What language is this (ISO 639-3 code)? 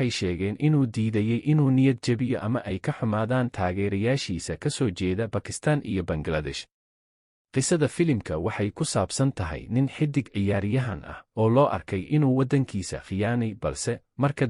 som